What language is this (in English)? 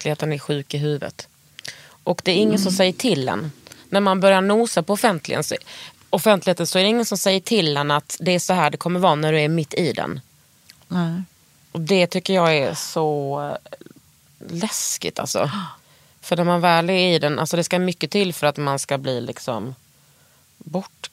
Swedish